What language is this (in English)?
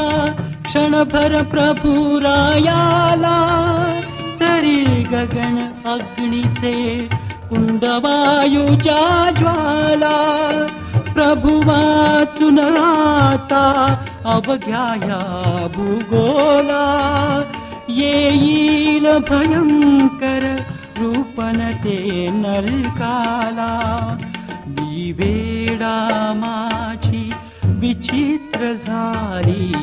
Marathi